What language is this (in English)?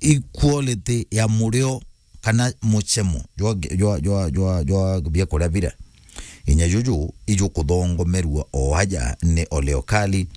Meru